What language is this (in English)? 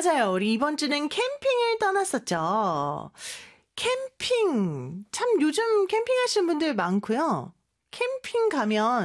Korean